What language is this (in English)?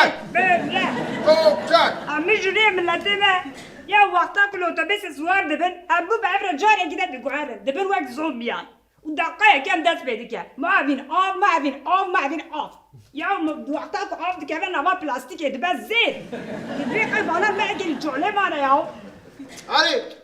Kurdish